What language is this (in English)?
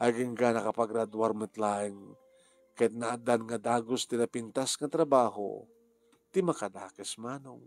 Iloko